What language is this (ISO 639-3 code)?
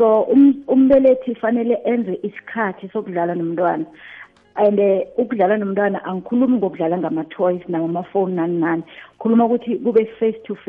nbl